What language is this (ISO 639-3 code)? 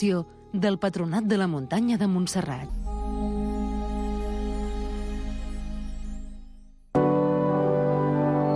cat